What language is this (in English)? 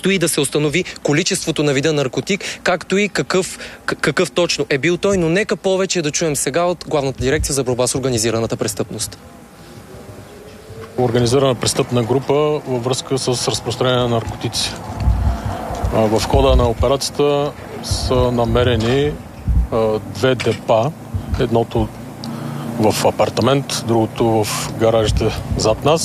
Bulgarian